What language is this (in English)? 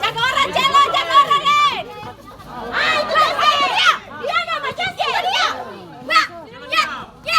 Ambonese Malay